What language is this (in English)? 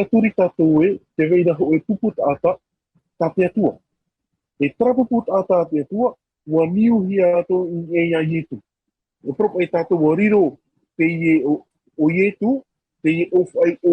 Tahitian